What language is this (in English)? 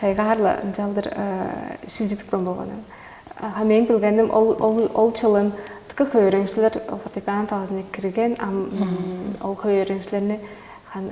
Tuvinian